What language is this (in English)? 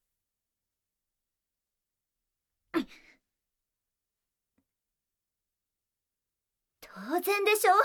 Japanese